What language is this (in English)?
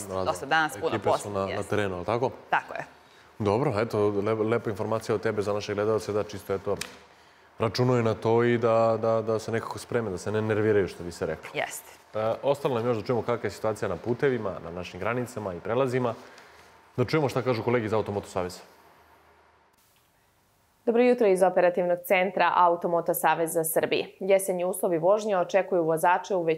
Serbian